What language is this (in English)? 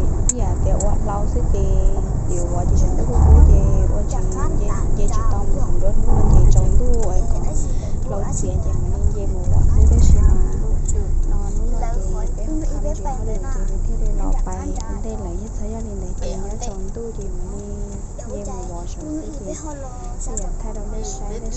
Hmong